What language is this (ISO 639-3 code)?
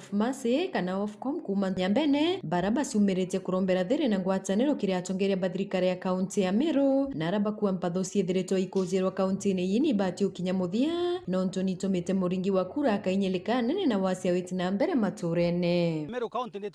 mer